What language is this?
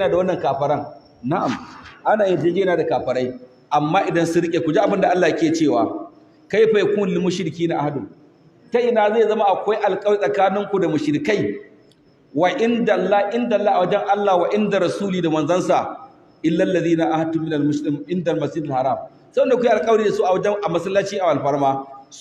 Hausa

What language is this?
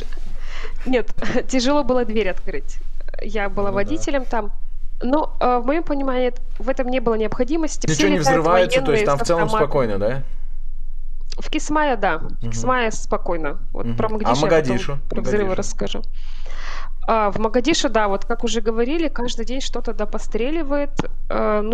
Russian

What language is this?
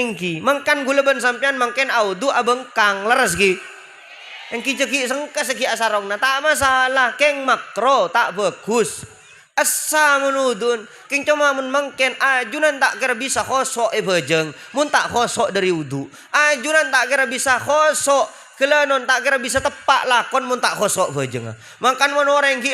Madurese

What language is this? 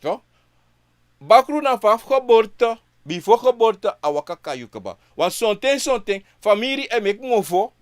Sranan Tongo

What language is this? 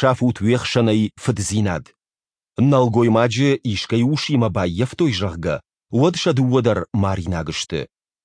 Ossetic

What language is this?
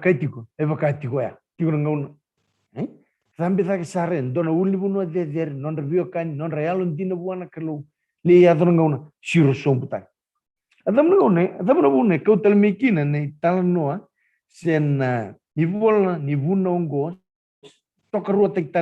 Fijian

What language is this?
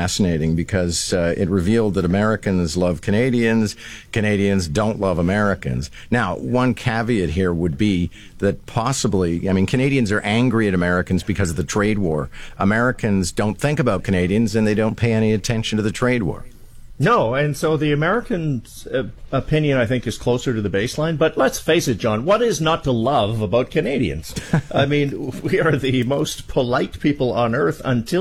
English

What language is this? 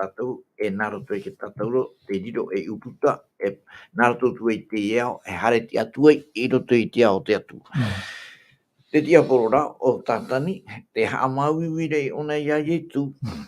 Tahitian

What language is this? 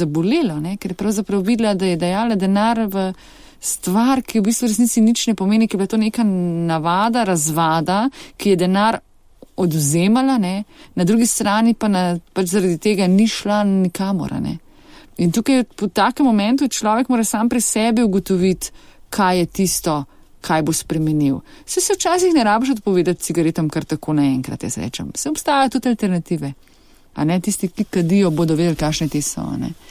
Slovenian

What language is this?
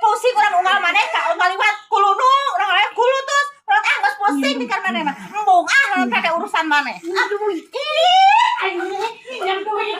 Sundanese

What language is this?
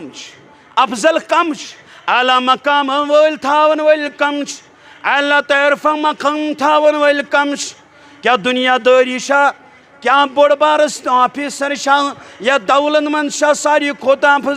Kashmiri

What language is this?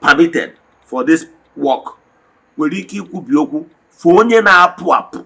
Igbo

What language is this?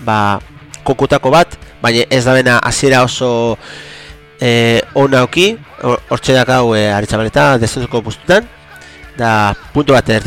Basque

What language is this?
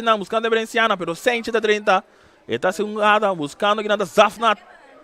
Papiamento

